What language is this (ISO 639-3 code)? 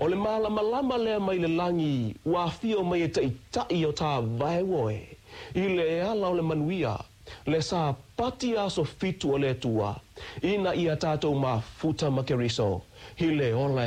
smo